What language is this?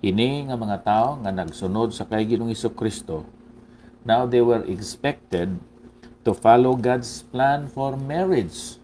Hiligaynon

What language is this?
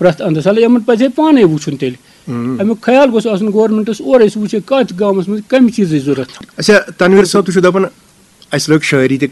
Kashmiri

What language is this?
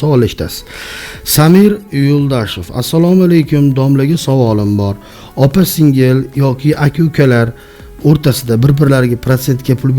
Uzbek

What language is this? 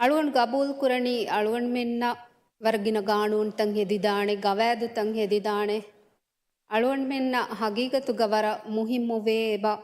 Divehi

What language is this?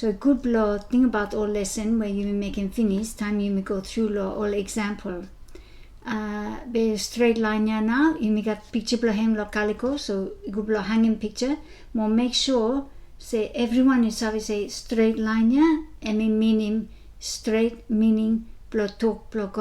Bislama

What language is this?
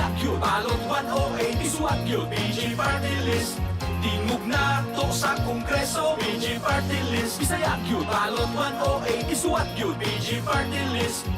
Cebuano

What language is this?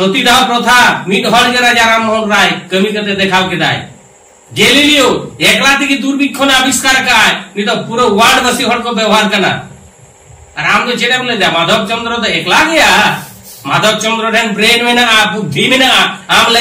Santali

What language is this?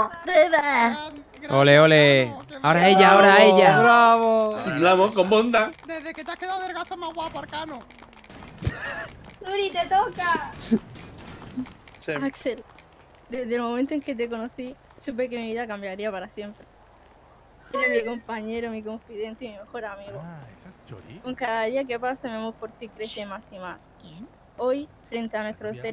Spanish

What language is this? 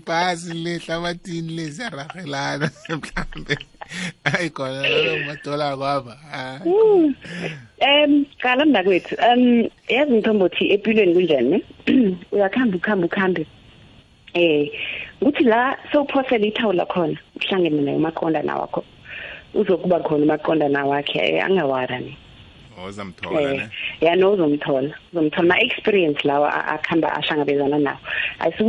South Ndebele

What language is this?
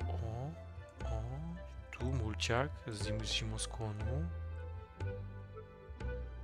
Polish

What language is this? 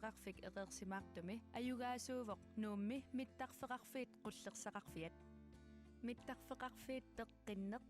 Kalaallisut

